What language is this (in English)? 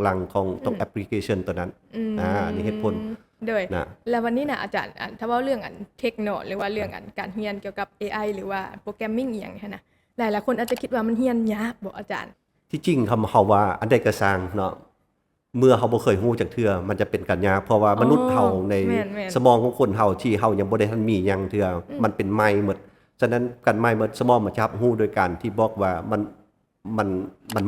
Lao